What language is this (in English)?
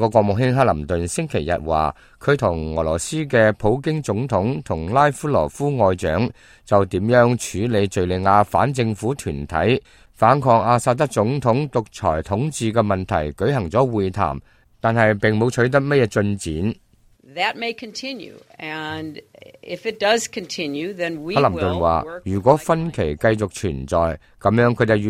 Cantonese